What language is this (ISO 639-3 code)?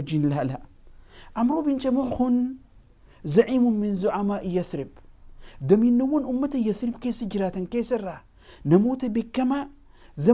orm